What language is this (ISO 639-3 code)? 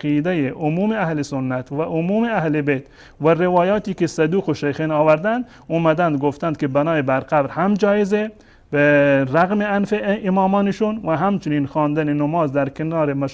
fas